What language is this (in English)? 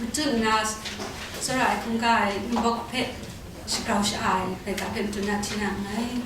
Kachin